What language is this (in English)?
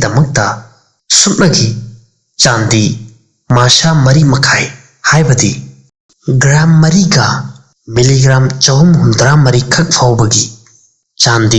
Manipuri